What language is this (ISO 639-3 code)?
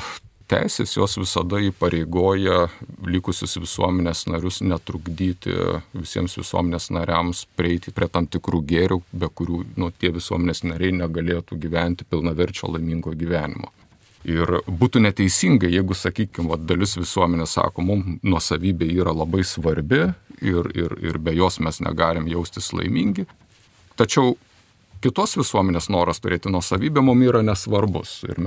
lit